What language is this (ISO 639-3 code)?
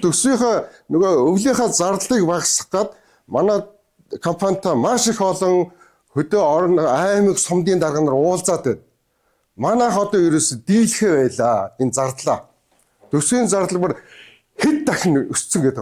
mon